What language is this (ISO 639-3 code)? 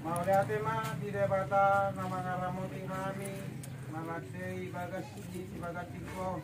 bbc